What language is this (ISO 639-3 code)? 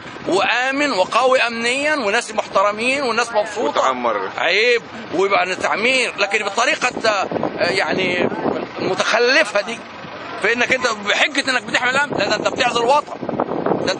arz